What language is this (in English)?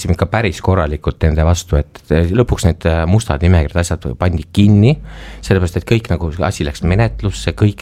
Estonian